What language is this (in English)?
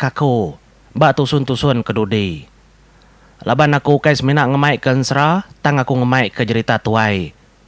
Iban